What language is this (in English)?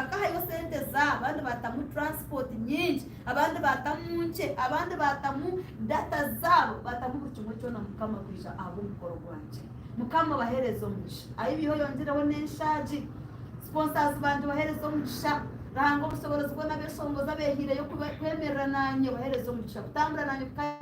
Nyankole